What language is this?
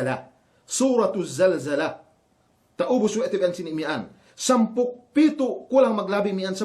Yakan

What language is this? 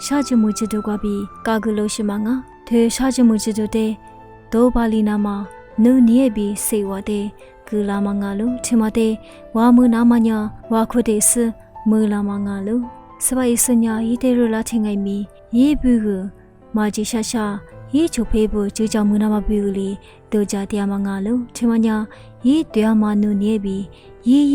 Lisu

